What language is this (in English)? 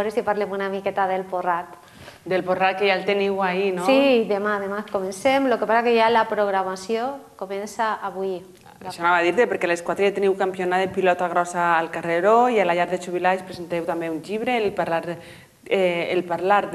Catalan